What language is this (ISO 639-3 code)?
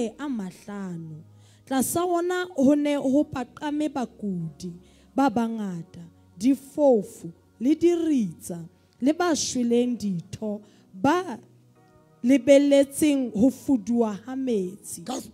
sot